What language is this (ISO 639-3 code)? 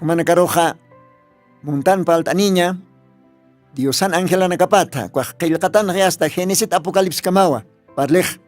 aym